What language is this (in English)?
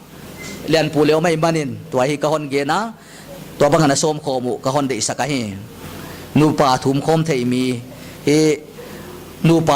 Paite Chin